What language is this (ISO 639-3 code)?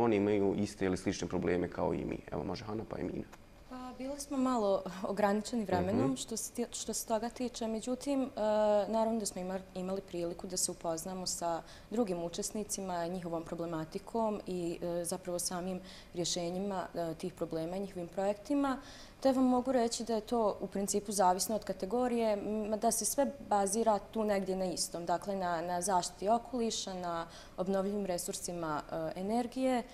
bos